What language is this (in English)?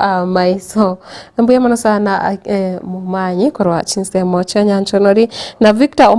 Gusii